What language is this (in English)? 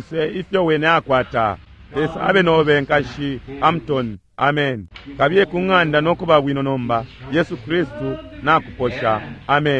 Bemba